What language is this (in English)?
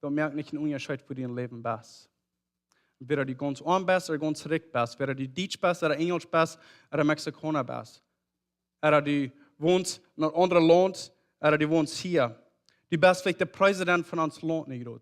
Plautdietsch